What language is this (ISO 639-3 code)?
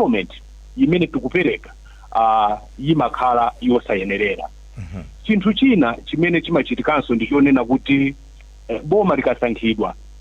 nya